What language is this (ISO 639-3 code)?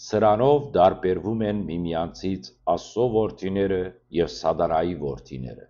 hyw